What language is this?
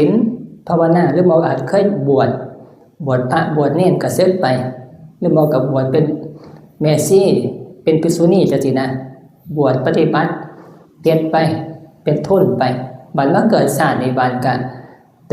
Northeastern Thai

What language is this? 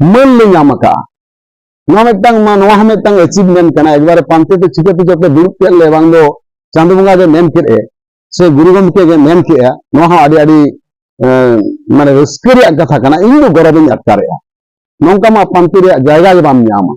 Santali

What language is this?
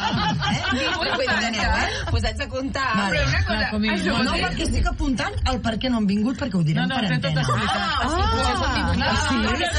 Catalan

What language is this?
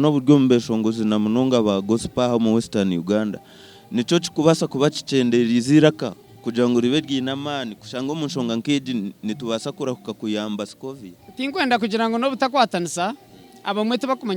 Nyankole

